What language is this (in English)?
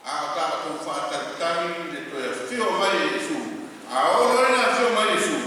Samoan